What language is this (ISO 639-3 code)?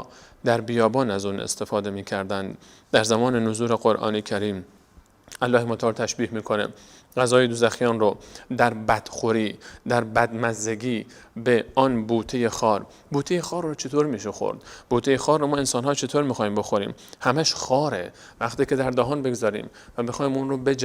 fas